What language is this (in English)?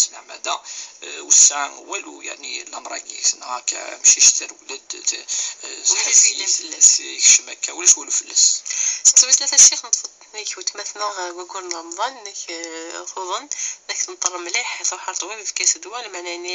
Kabyle